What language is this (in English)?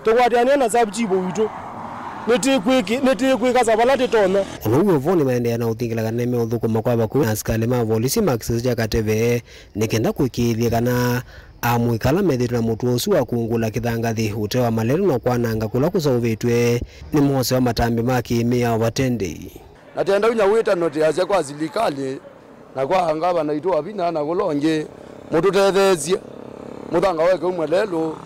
Kamba